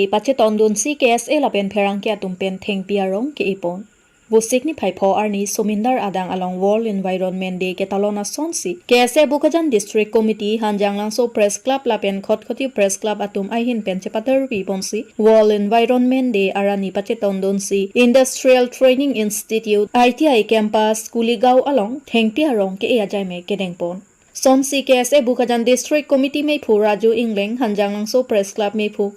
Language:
Karbi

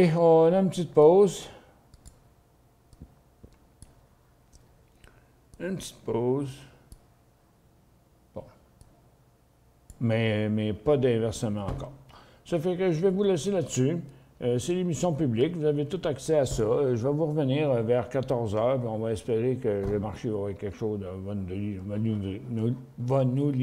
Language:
French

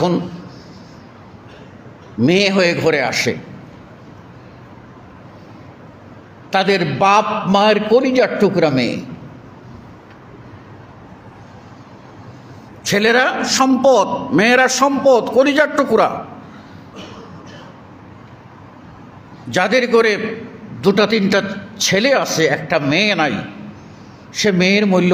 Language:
Bangla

